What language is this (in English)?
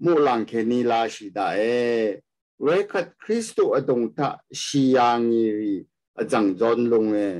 Rawang